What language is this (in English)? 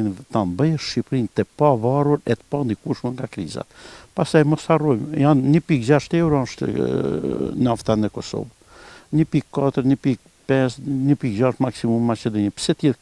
Albanian